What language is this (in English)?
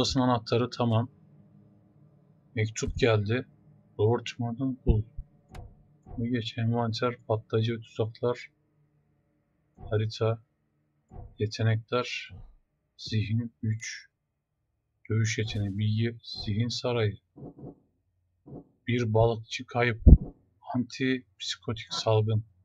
Turkish